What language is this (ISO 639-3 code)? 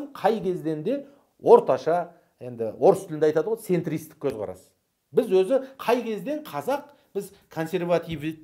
kaz